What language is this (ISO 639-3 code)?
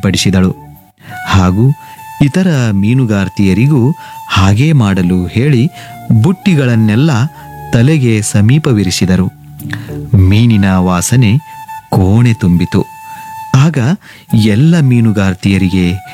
kan